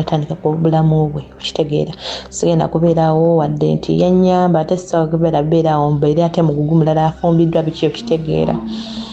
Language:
Ganda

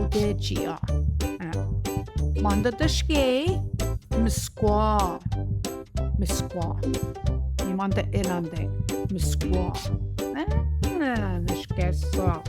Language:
Central Ojibwa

